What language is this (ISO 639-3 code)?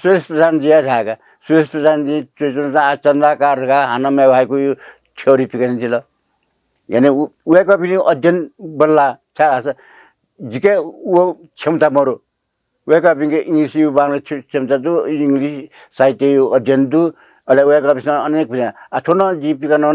new